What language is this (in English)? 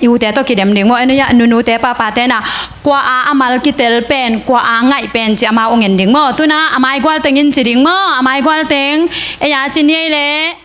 Tedim Chin